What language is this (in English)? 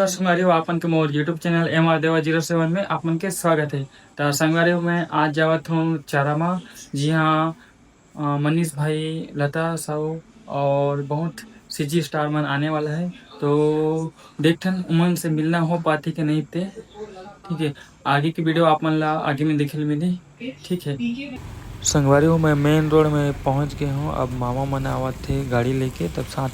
Chhattisgarhi